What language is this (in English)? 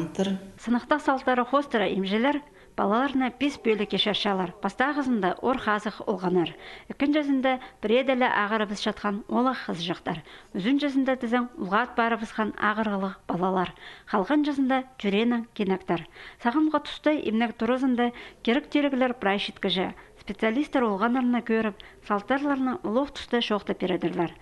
Khakas